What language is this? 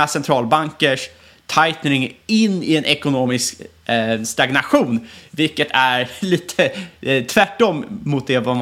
Swedish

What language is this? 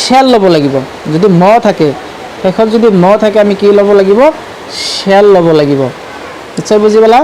Assamese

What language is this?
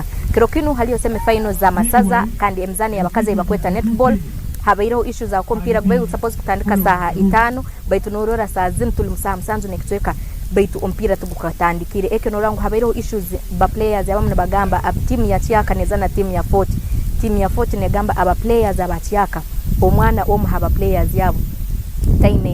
Nyankole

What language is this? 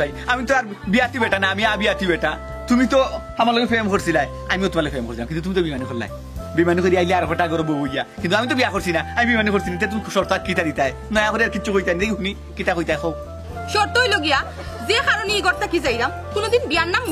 Sylheti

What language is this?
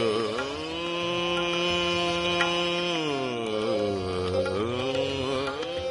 Hindi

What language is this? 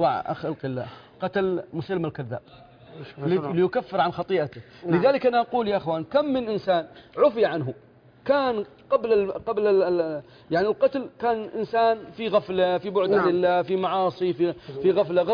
Arabic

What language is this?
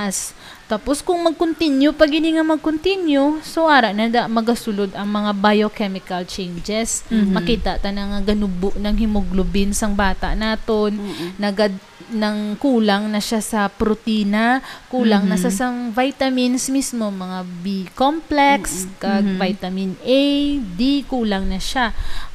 Hiligaynon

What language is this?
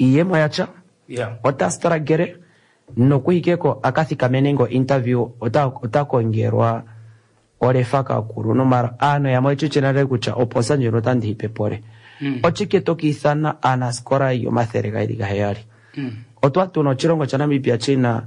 Kuanyama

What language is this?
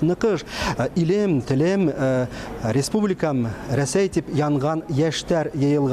Bashkir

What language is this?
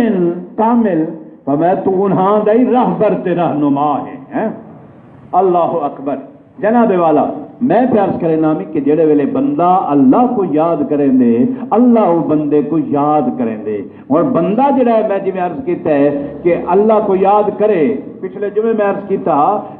Saraiki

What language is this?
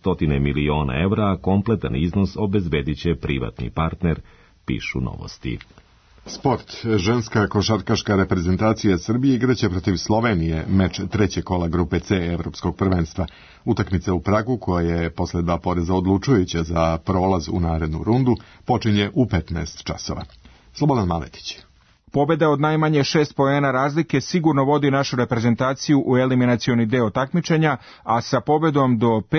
Serbian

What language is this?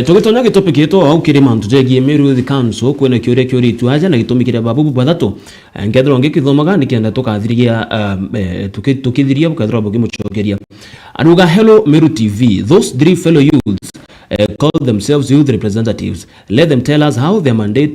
Meru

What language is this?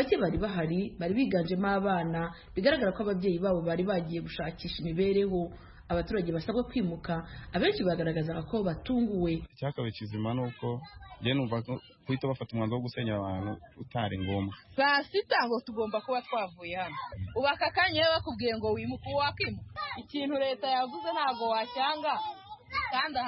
Kinyarwanda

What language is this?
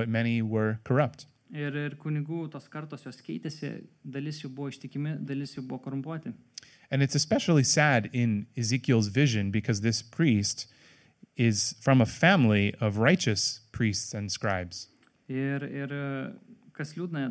Lithuanian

